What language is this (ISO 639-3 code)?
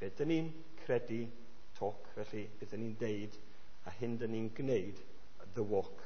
cym